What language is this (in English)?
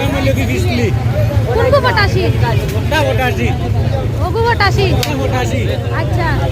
Sylheti